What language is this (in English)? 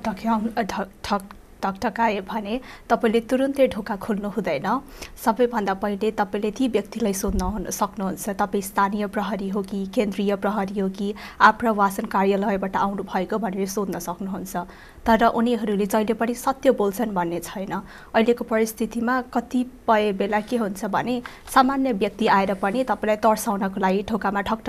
Nepali